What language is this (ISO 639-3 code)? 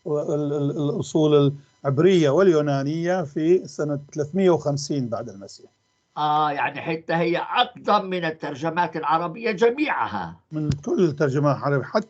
apc